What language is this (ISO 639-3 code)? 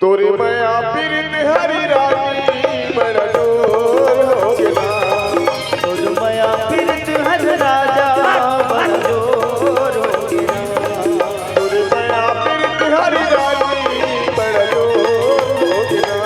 hne